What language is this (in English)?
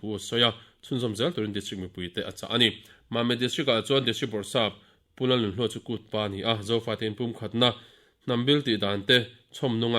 Mizo